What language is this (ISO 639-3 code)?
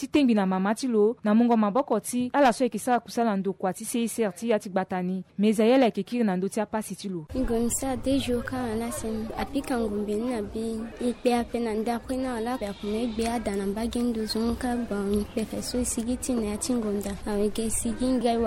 sag